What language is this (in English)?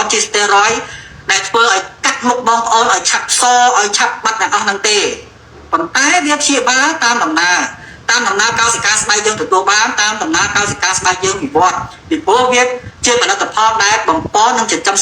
Khmer